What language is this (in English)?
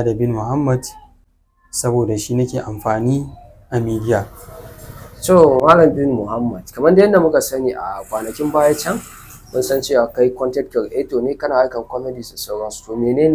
Hausa